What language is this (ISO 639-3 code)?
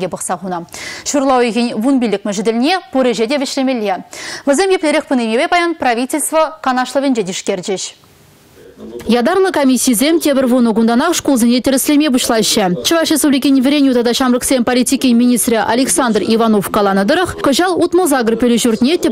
chv